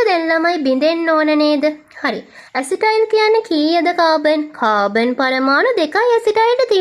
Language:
Sinhala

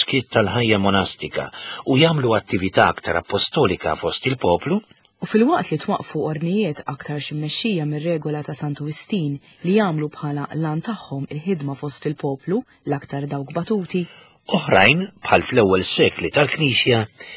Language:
Maltese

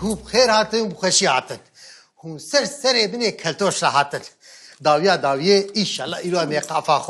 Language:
Kurdish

